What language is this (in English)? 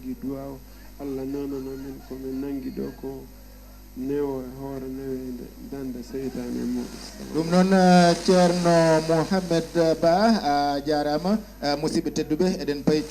Fula